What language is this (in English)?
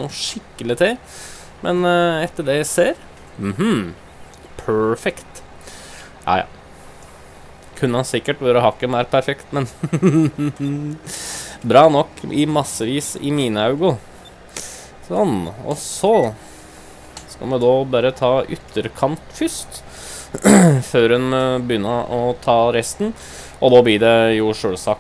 Norwegian